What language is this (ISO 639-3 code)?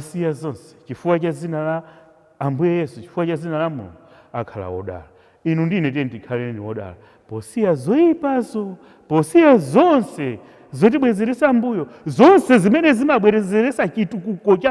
nya